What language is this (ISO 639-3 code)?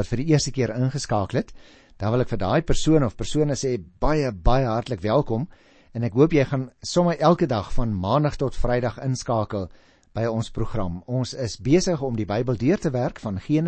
afr